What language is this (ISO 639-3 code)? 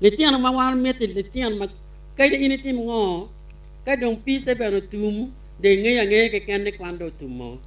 ach